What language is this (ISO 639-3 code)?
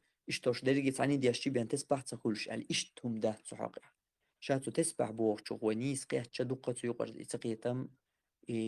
che